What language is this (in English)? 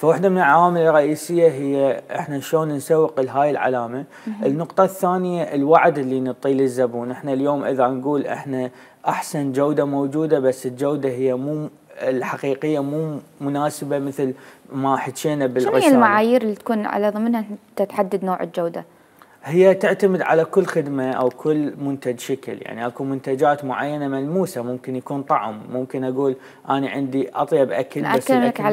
Mesopotamian Arabic